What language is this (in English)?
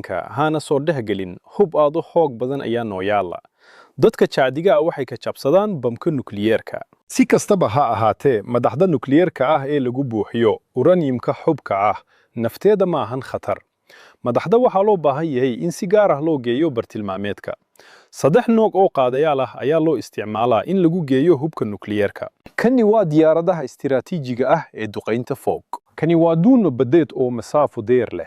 Somali